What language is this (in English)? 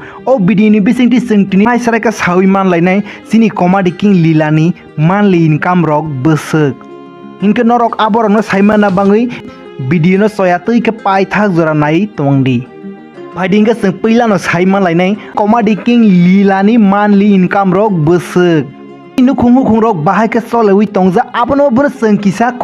Kok Borok